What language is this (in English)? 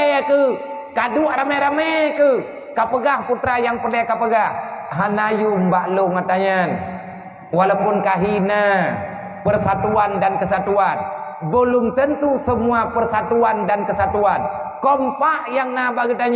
Achinese